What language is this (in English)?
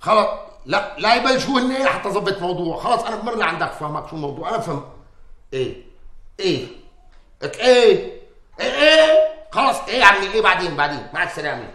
North Levantine Arabic